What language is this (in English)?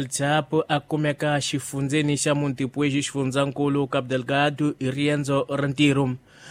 Tsonga